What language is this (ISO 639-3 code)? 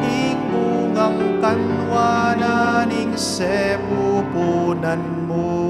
pam